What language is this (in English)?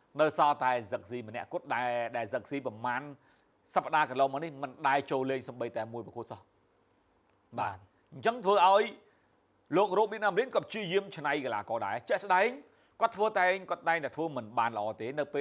Khmer